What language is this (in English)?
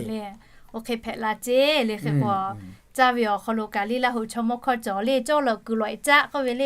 Lahu